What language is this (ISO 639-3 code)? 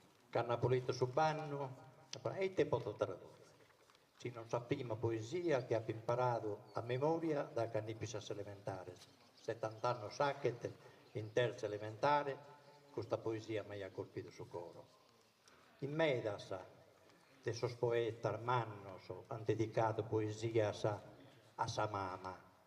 srd